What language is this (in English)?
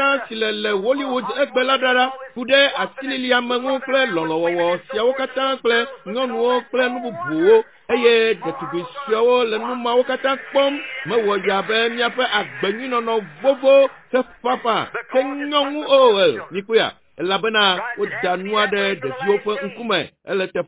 Ewe